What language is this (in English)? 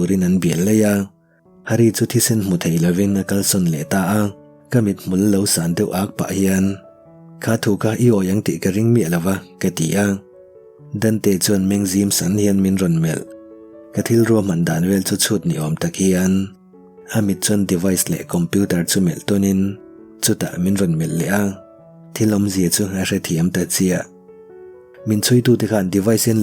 Mizo